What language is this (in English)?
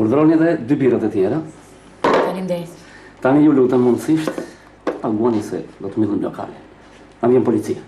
Albanian